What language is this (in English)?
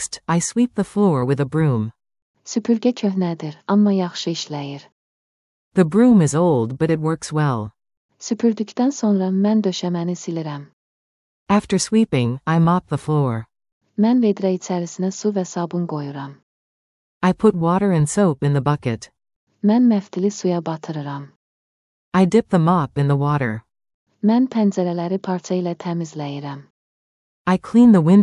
Azerbaijani